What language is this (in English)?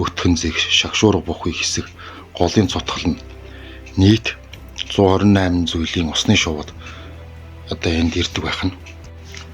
Mongolian